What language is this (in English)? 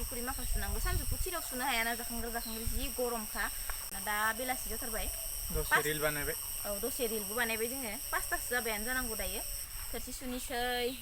Bodo